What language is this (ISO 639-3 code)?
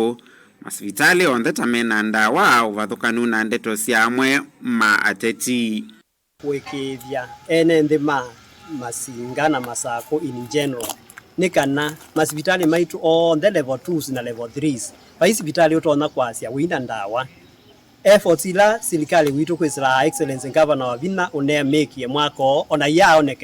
kam